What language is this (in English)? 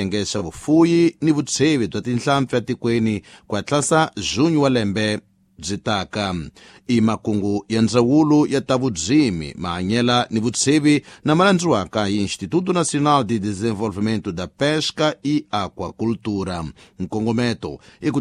Tsonga